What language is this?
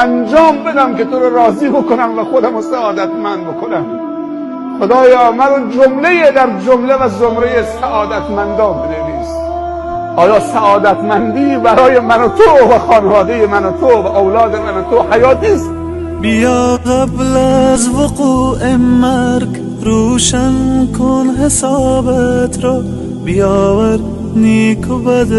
Persian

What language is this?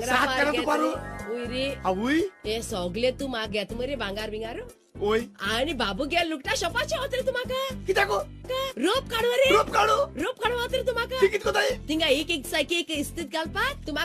Konkani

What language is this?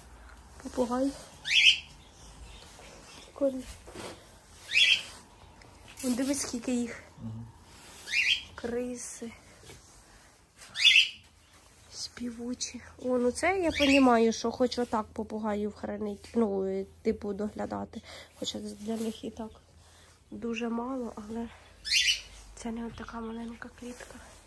Ukrainian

